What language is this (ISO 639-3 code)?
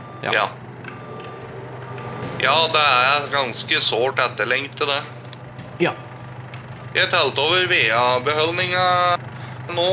nor